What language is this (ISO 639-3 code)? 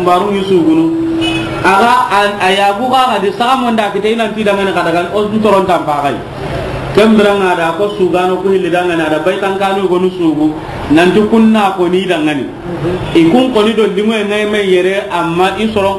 snk